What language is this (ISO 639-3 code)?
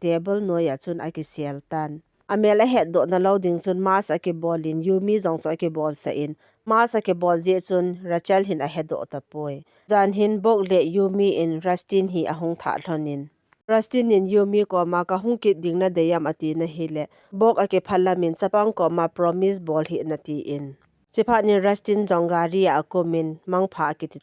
tcz